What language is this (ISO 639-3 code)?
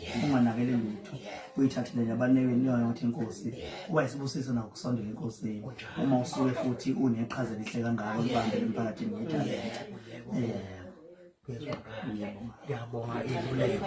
zul